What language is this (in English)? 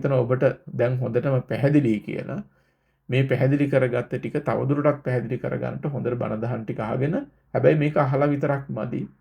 Sinhala